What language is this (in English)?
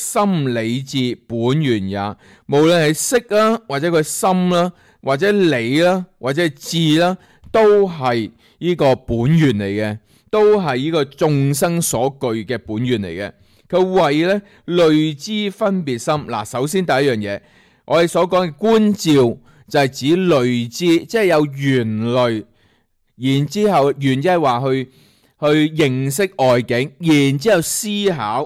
Cantonese